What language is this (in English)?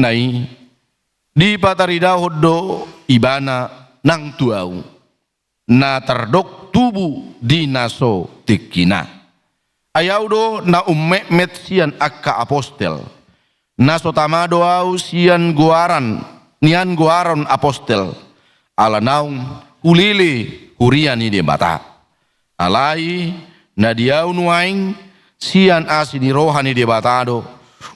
Batak Toba